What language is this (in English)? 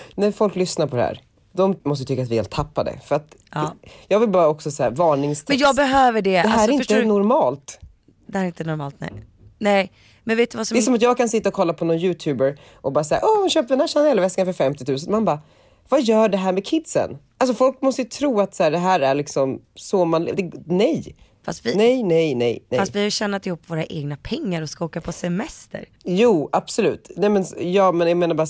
Swedish